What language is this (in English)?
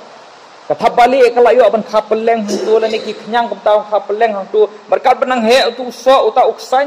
Khasi